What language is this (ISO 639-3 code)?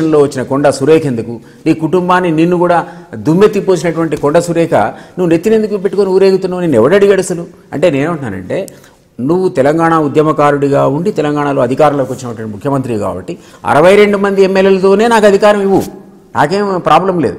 tel